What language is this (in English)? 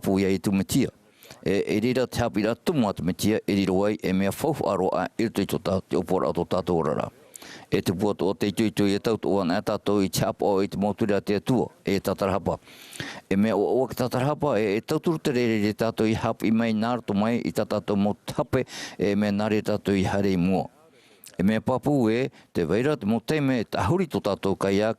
Tahitian